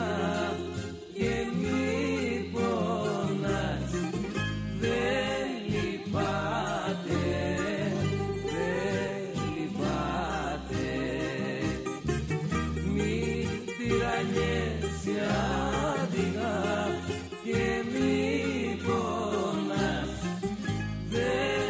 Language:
Greek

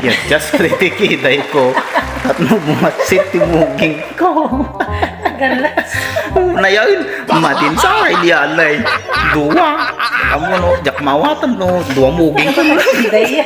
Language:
Iloko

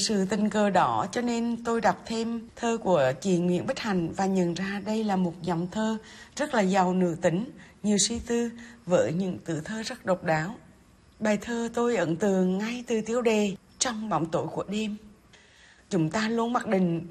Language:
Vietnamese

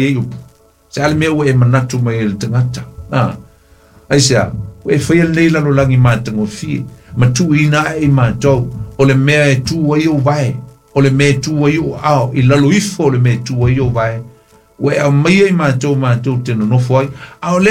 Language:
Samoan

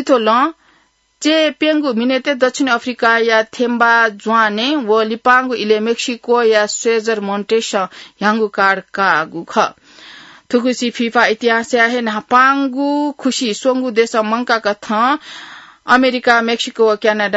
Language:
Newari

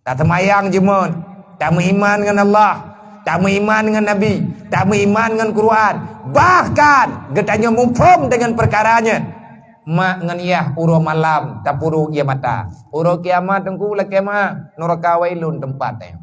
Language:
Achinese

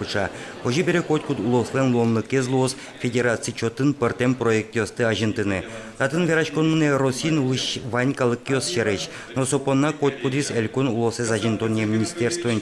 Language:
Udmurt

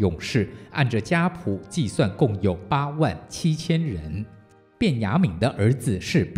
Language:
Chinese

